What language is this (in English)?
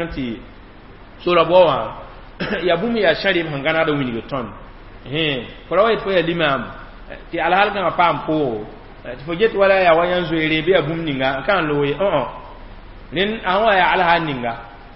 Mossi